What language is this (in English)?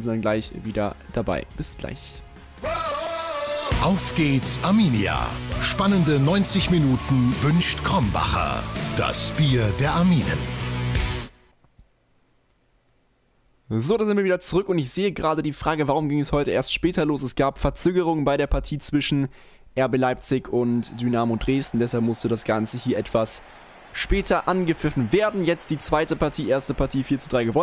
German